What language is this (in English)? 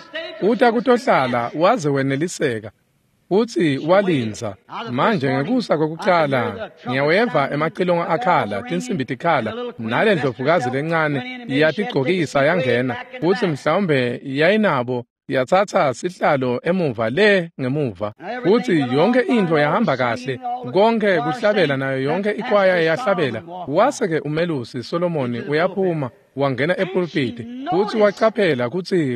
Swati